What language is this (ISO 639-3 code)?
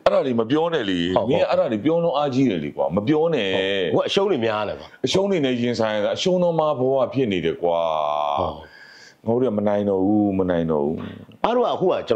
mya